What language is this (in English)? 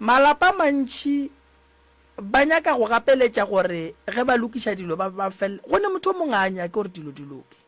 Northern Sotho